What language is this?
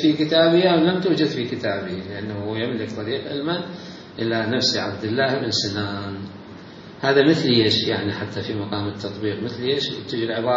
Mesopotamian Arabic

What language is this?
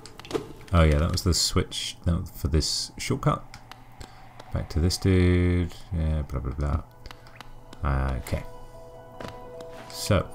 English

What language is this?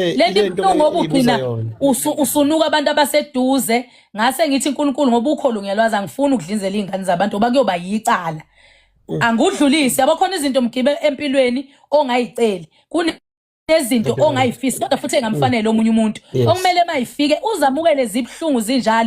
Zulu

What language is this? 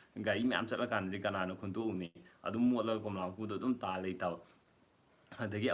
Manipuri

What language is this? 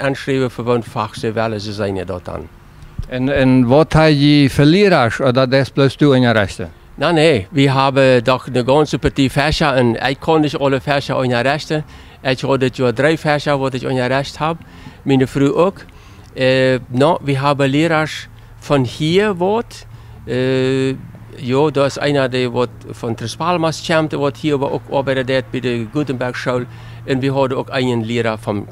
Plautdietsch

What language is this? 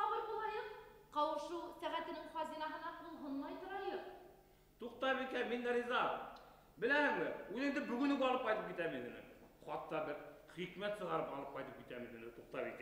Bashkir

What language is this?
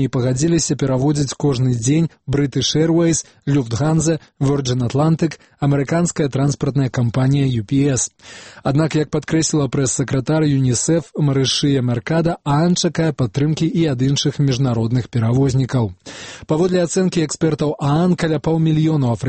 Belarusian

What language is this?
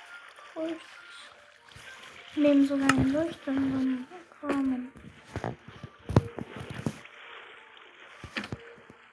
German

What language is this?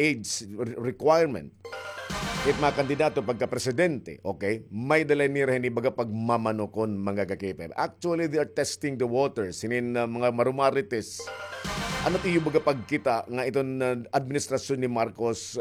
Waray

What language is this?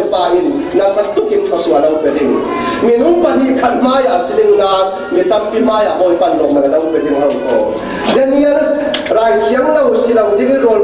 Falam Chin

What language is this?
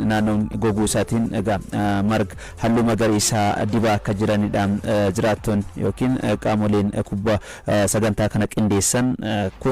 Oromo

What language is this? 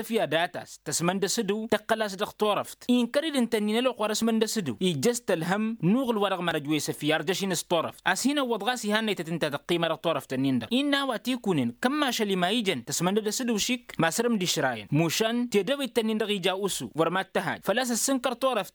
Tamasheq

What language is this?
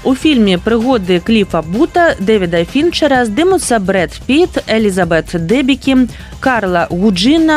Belarusian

